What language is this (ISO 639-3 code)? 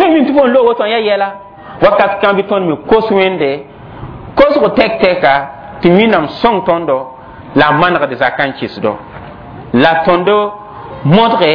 mos